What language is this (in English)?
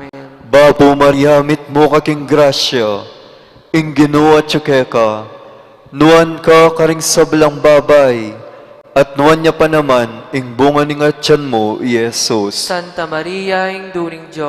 Pampanga